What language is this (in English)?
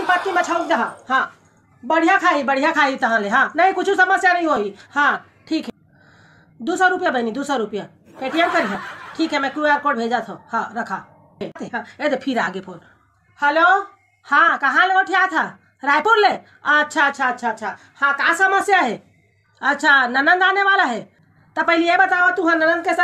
Chhattisgarhi